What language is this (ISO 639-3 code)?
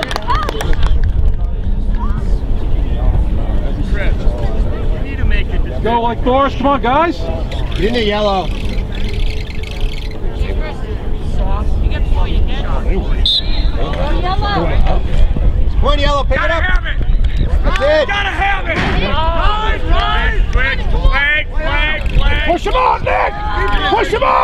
eng